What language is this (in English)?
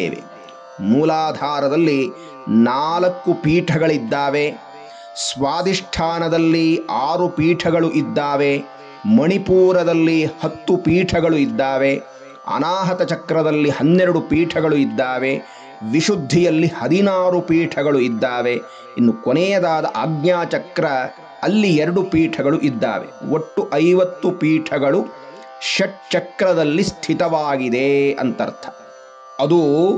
Kannada